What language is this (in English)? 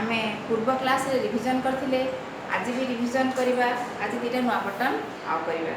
Odia